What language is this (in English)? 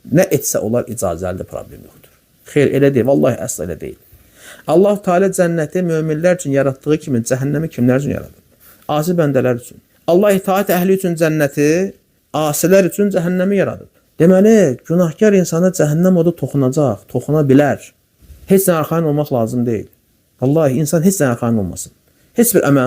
Azerbaijani